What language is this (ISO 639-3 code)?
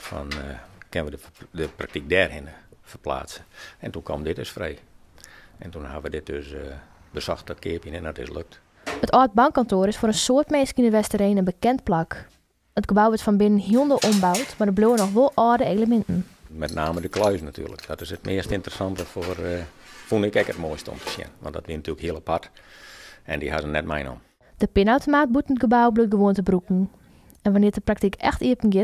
fry